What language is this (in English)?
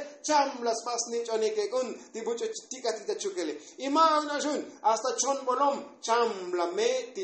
Tzotzil